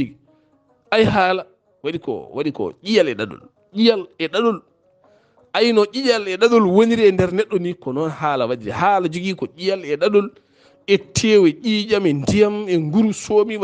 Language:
Fula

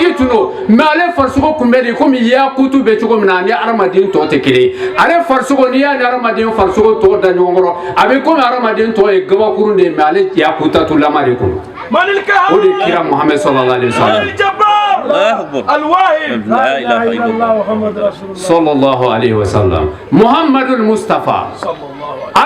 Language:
Bambara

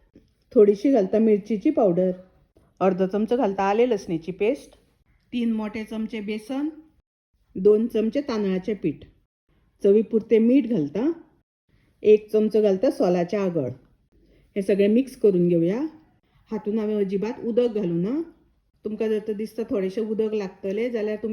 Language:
Konkani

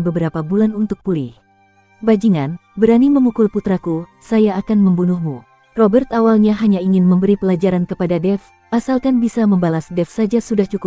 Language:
Indonesian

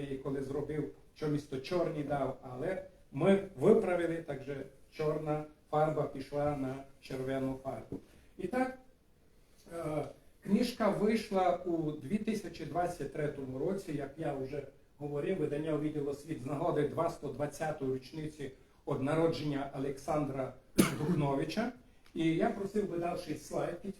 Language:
Rusyn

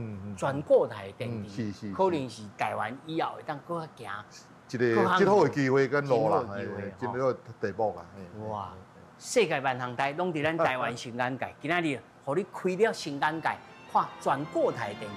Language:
Min Nan Chinese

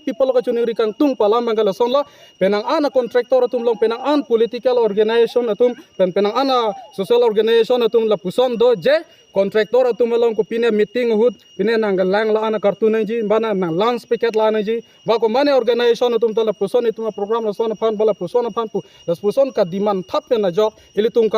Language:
Karbi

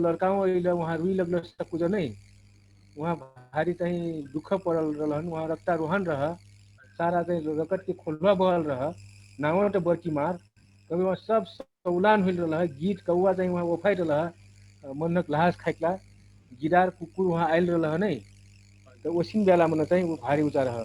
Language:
Dangaura Tharu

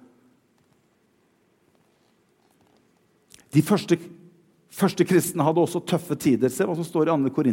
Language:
Norwegian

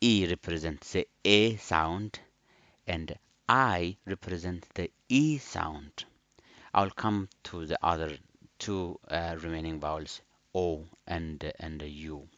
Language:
English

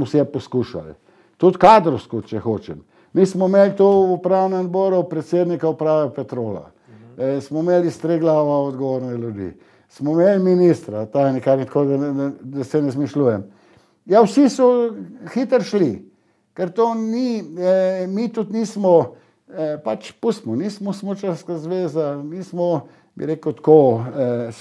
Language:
Slovenian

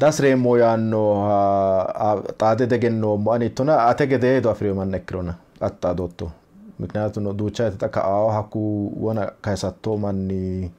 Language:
Sidamo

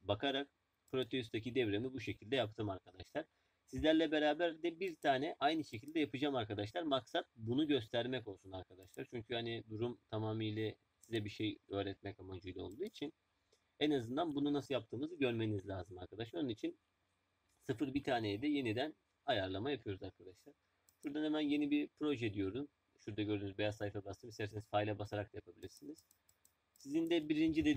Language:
Turkish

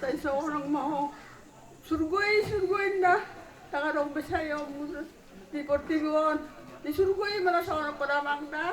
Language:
Batak Toba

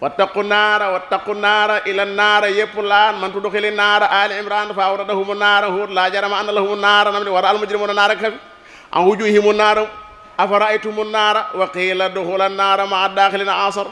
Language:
Wolof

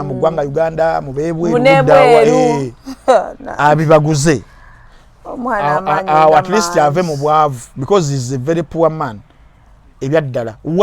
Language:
Ganda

